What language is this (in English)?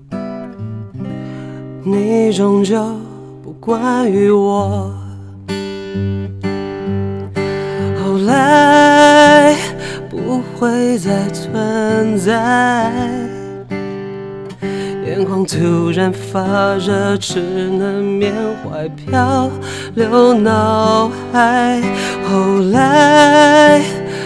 Chinese